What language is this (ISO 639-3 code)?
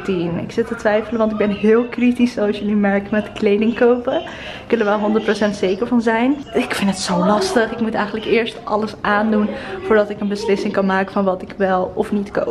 nld